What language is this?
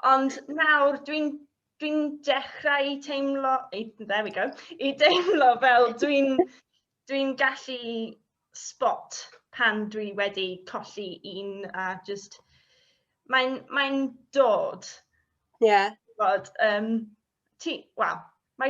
Welsh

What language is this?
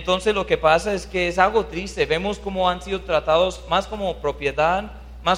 Spanish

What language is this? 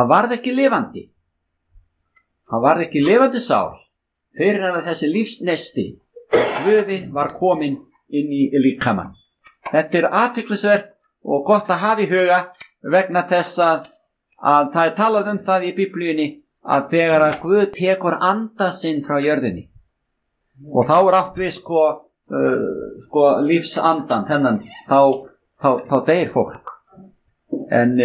Icelandic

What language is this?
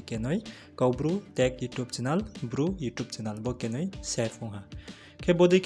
Riang (India)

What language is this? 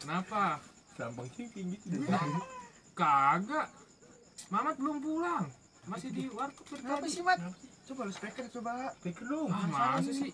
Betawi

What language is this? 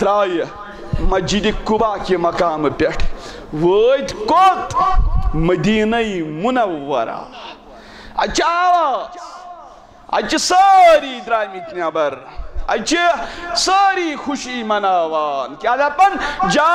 Kashmiri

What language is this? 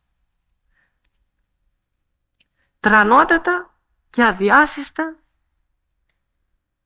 Greek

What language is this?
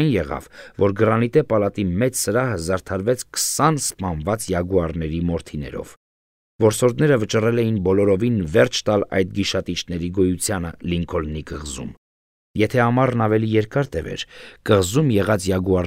Armenian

